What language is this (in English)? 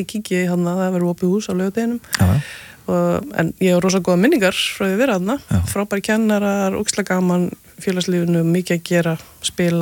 Icelandic